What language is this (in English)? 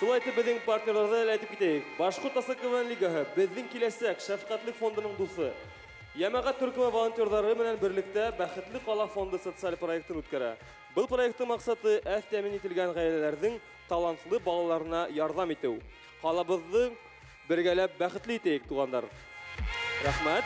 Bashkir